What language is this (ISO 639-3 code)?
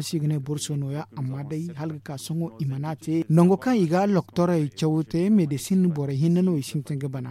dje